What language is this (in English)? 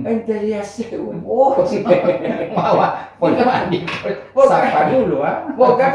Gorontalo